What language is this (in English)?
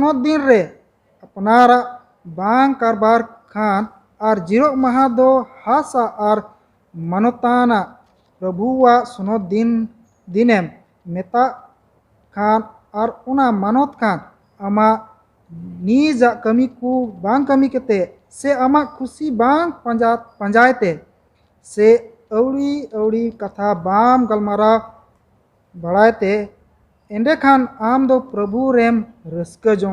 Santali